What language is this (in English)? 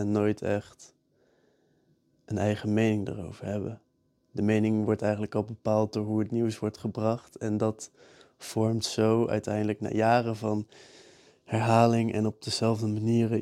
Dutch